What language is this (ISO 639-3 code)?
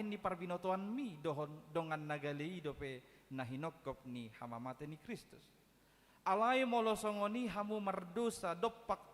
bbc